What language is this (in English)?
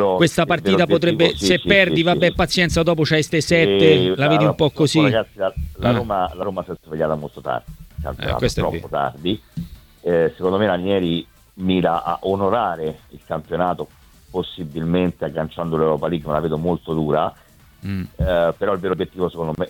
Italian